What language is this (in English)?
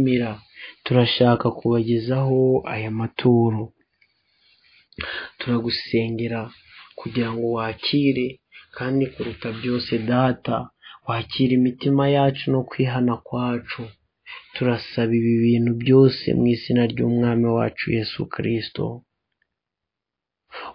Kinyarwanda